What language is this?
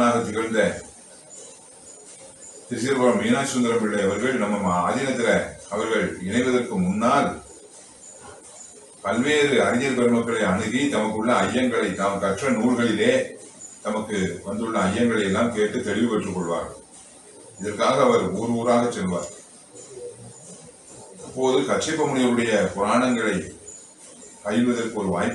Tamil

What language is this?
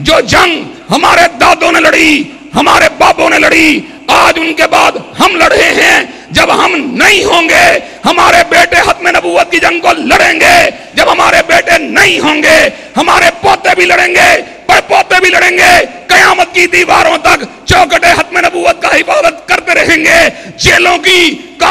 Urdu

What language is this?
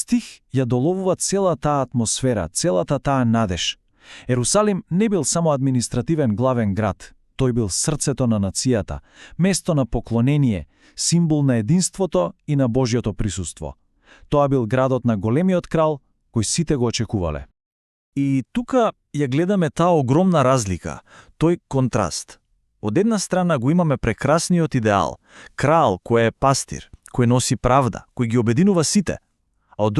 Macedonian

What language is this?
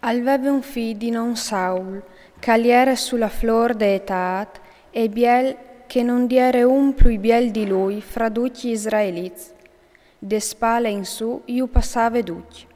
Friulian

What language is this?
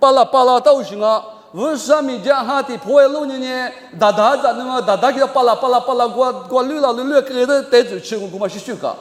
Lisu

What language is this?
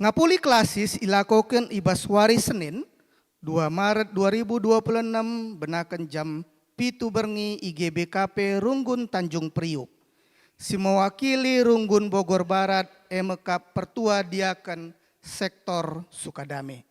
Batak Karo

